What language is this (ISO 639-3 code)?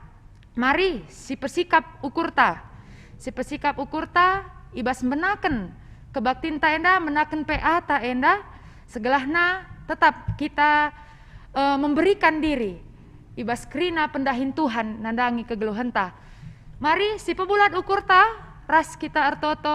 btx